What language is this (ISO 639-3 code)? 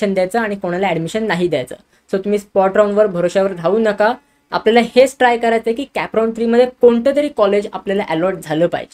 mar